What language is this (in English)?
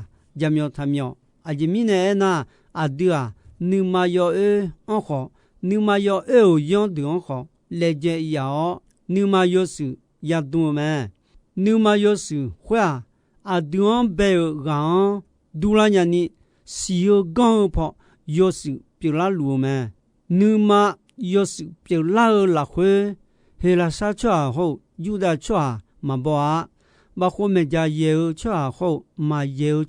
Akha